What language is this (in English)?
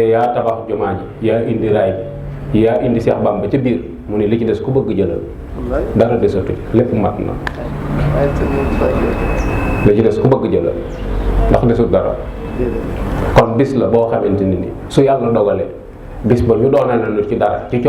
Wolof